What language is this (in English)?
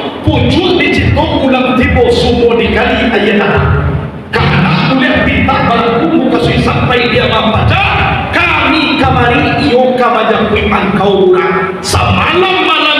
Minangkabau